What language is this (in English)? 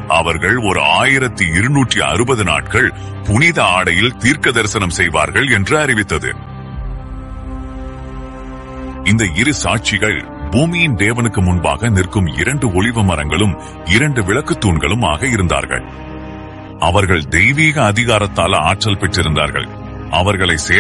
Tamil